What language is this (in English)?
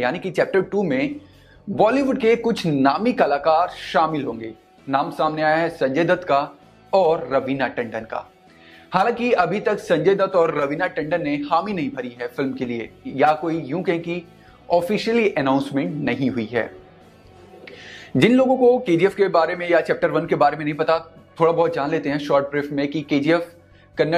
Hindi